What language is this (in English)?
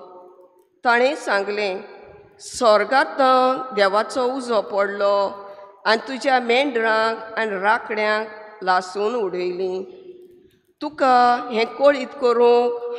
Konkani